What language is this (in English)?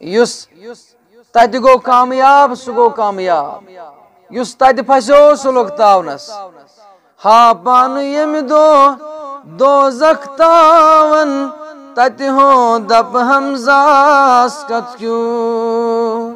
Kashmiri